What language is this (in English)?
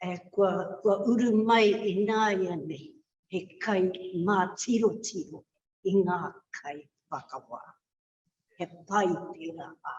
Māori